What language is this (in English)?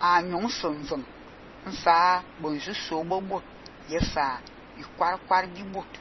Fang